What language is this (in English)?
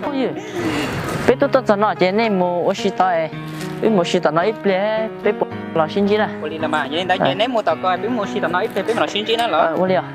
Hmong